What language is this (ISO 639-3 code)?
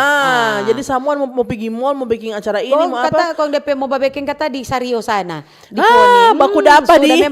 xmm